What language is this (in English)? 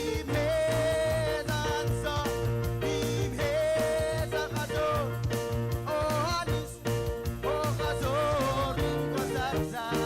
Marshallese